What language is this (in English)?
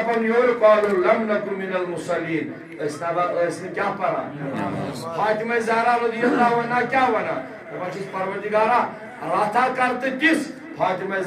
Kashmiri